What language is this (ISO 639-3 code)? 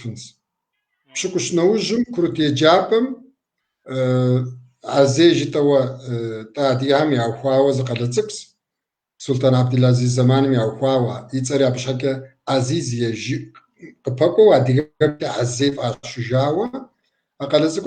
kbd